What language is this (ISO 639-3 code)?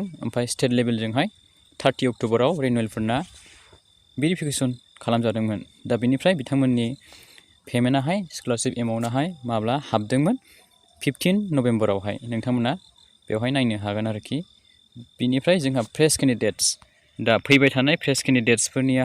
brx